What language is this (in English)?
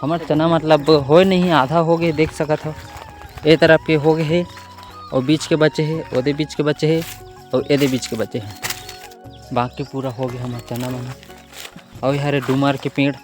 Chhattisgarhi